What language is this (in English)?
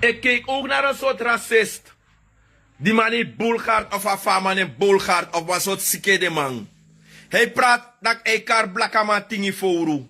Sranan Tongo